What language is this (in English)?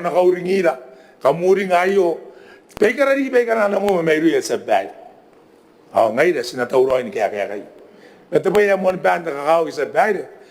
Gilbertese